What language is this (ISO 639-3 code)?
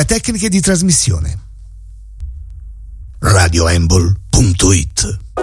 ita